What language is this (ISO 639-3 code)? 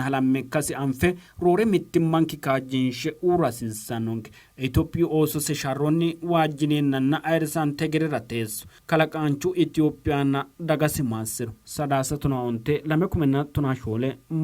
sid